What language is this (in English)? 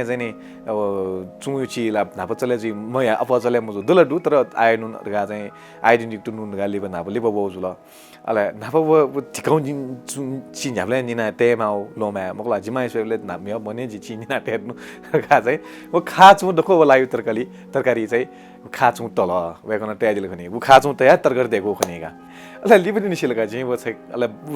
Newari